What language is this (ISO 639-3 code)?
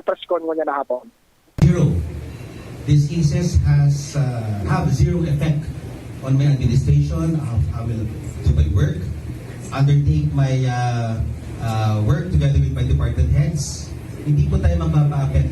bik